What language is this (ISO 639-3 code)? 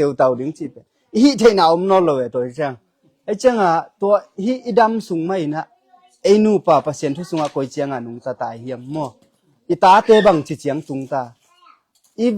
ctd